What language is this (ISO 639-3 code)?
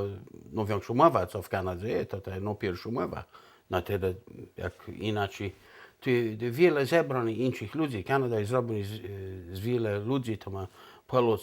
csb